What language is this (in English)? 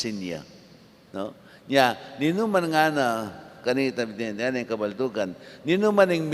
Pampanga